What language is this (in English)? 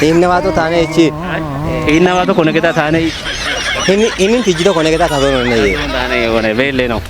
Kafa